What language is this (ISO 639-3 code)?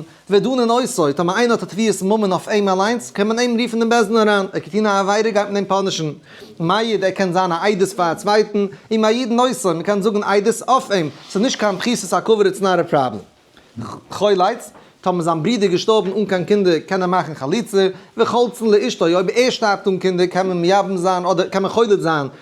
yid